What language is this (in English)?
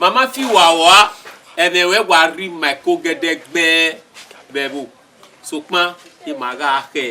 Bini